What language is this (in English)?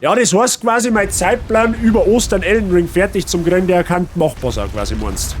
Bavarian